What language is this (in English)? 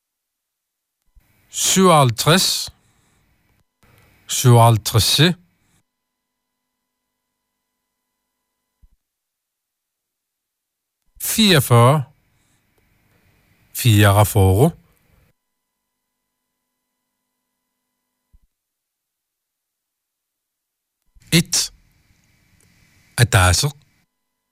Danish